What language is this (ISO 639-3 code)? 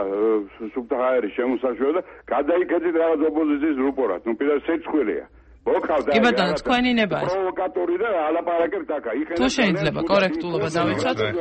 kat